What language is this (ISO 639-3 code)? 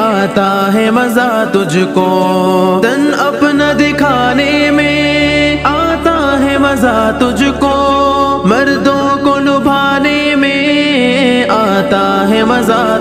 urd